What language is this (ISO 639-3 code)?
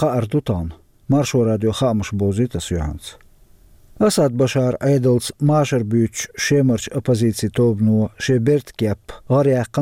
che